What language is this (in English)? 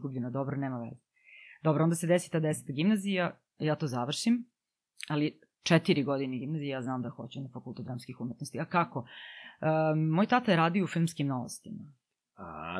Serbian